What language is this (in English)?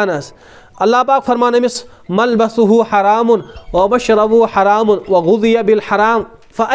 Kashmiri